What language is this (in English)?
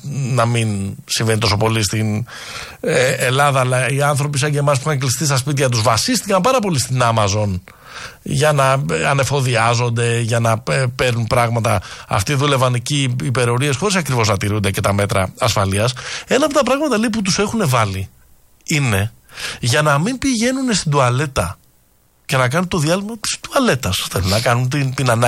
Greek